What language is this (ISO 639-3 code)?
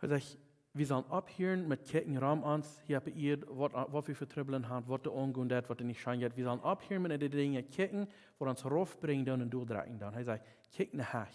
pdt